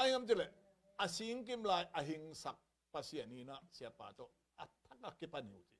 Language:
Tedim Chin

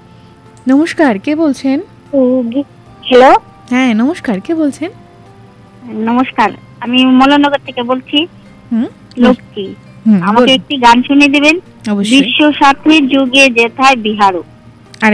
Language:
Bangla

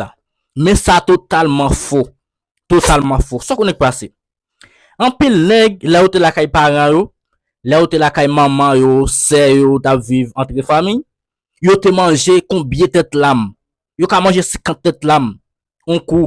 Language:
Haitian Creole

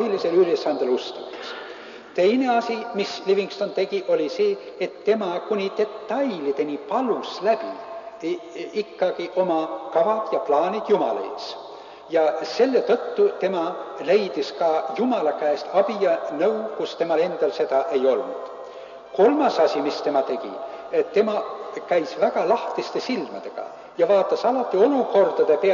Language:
Estonian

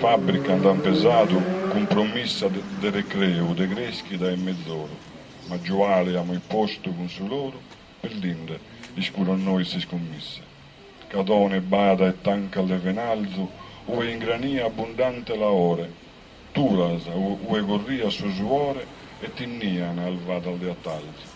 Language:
Sardinian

